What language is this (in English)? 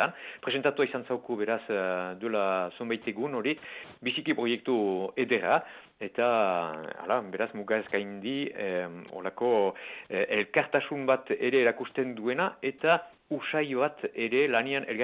Basque